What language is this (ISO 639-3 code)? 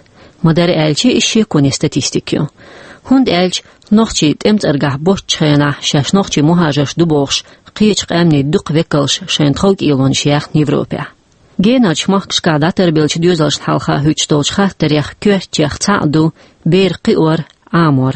che